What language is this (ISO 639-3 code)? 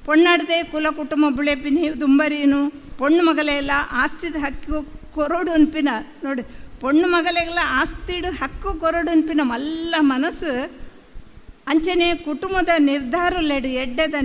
tcy